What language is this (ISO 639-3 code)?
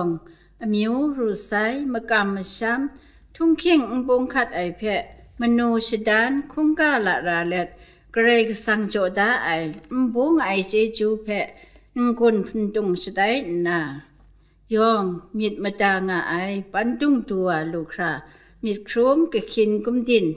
kac